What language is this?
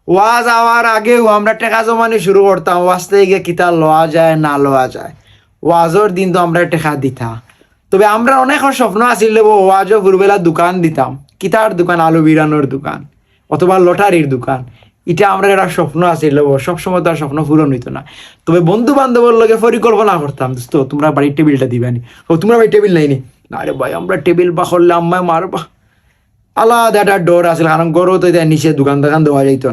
Sylheti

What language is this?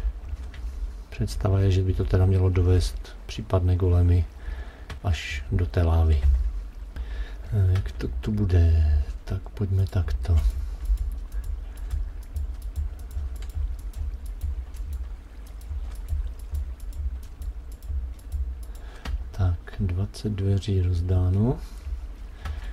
Czech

